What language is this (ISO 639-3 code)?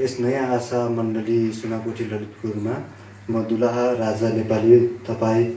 nep